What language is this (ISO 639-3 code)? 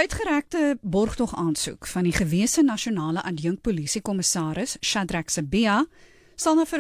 afr